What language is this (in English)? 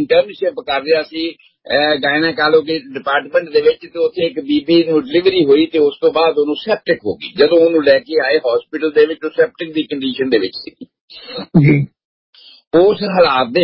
Punjabi